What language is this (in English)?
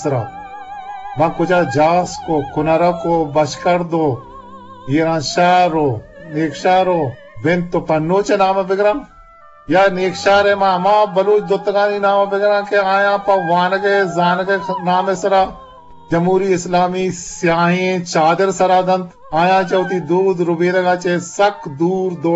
Eastern Balochi